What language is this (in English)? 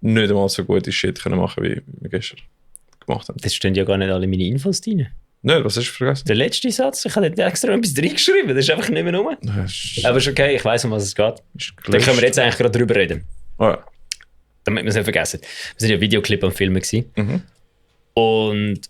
Swiss German